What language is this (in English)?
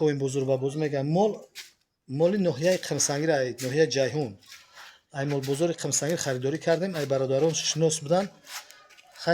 Tajik